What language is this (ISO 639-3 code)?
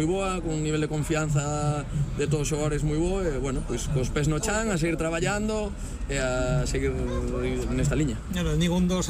glg